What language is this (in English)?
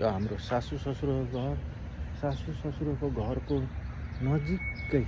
Nepali